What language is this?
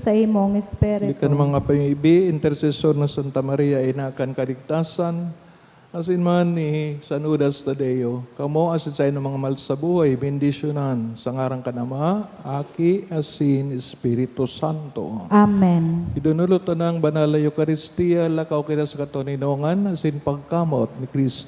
Bikol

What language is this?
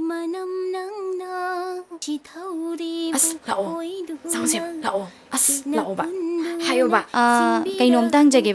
Manipuri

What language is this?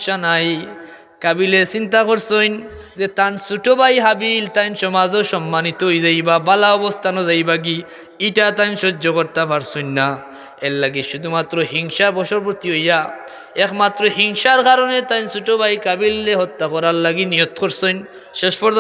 Sylheti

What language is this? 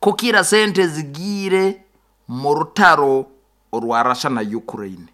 Nyoro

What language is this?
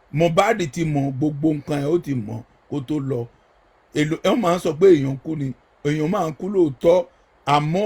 Yoruba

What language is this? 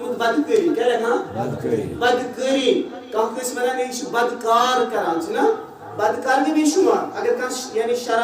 Kashmiri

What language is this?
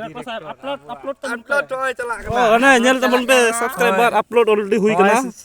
Santali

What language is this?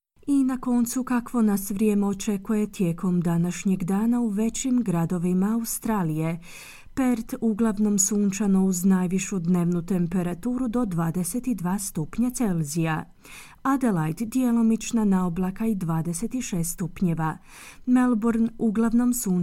Croatian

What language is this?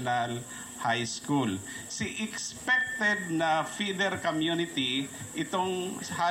Bikol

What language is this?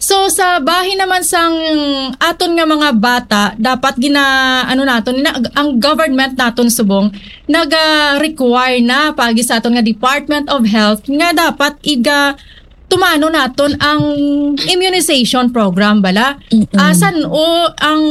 Hiligaynon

